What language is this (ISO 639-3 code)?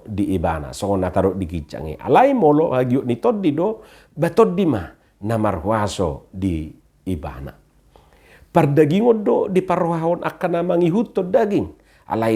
bbc